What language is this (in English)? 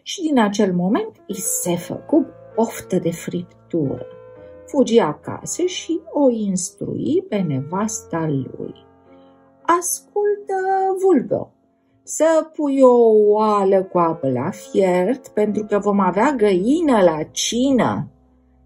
Romanian